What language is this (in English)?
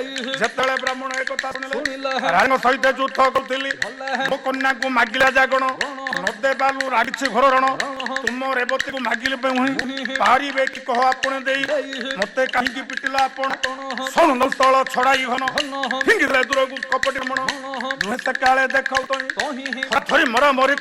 Odia